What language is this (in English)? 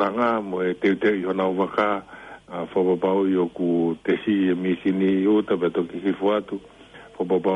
Tongan